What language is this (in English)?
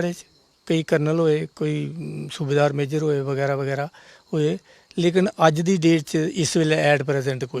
Dogri